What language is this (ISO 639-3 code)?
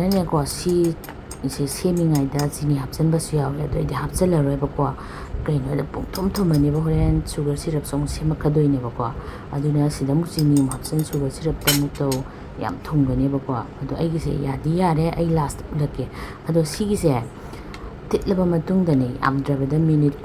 mni